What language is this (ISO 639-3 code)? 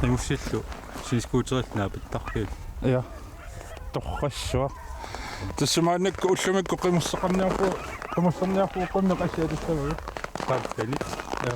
kal